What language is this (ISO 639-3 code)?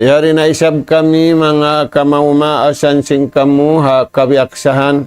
tsg